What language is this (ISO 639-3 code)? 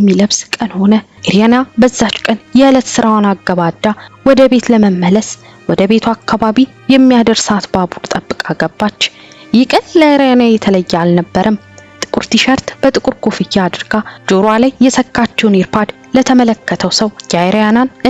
amh